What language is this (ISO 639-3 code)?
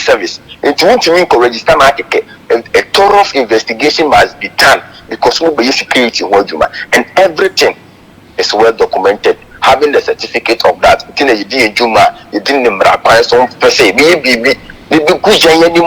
aka